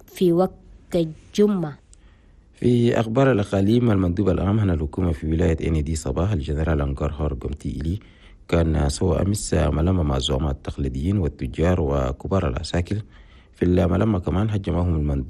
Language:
Chadian Arabic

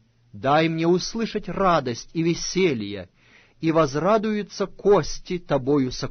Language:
Russian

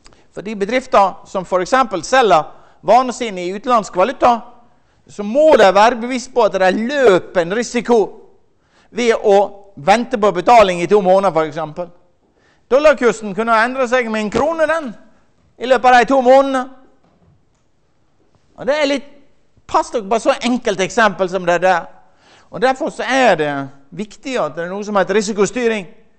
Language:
Norwegian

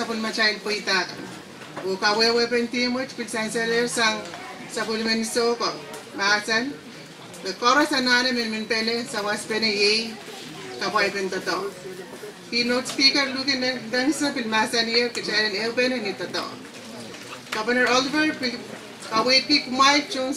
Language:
Pohnpeian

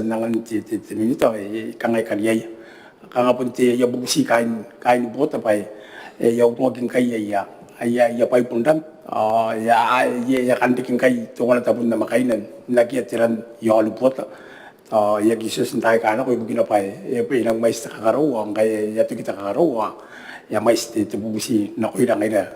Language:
Gilbertese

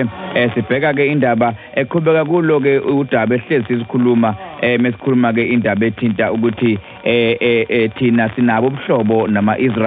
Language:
Zulu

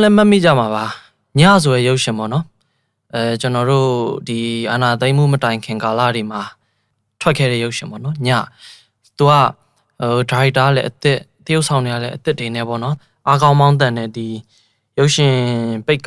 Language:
Burmese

